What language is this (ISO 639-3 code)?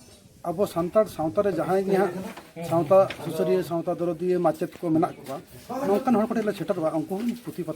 sat